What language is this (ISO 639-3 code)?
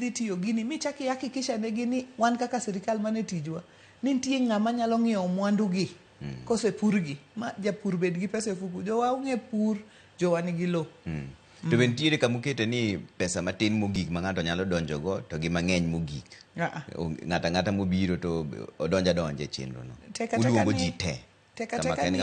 luo